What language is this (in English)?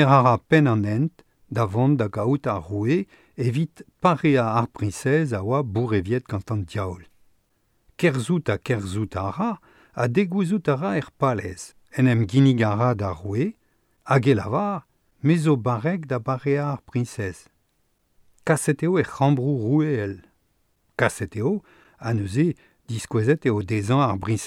Breton